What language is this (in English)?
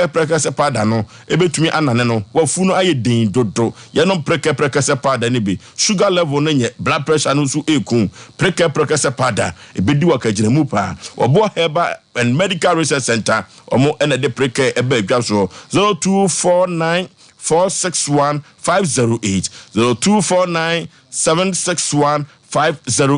Akan